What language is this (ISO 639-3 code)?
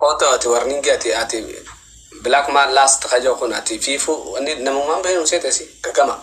orm